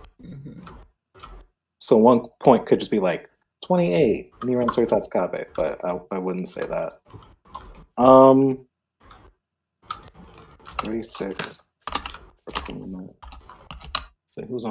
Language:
English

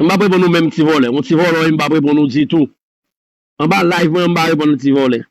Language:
Haitian Creole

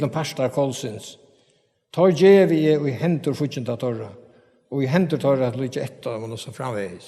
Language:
Faroese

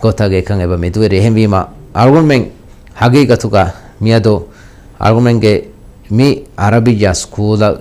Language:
Divehi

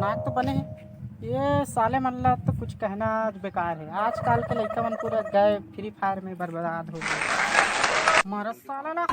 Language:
Chhattisgarhi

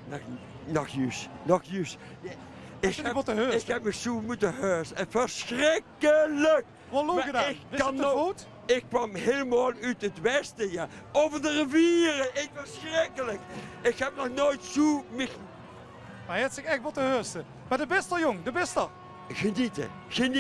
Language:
Limburgish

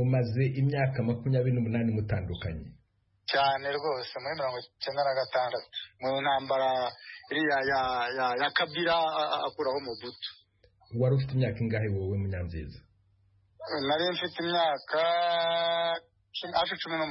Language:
Kinyarwanda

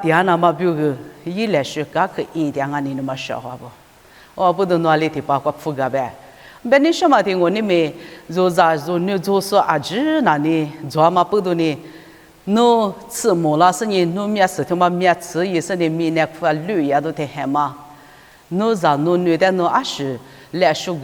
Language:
Lisu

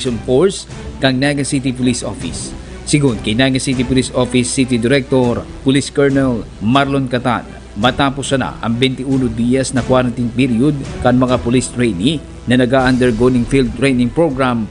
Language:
Bikol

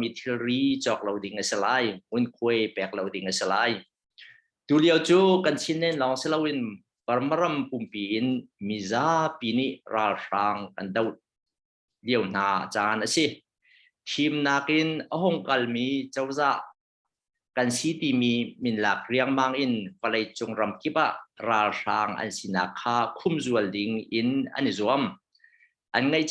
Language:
Hakha Chin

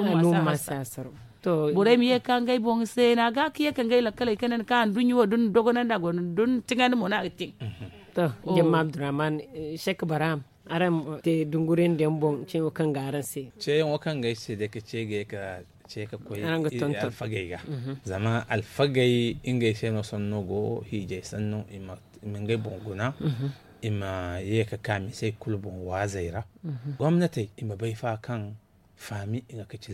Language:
Zarma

